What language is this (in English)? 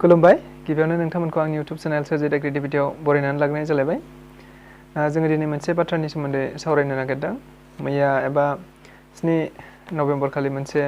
Bodo